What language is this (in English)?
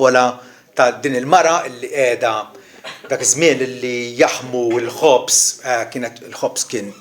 Maltese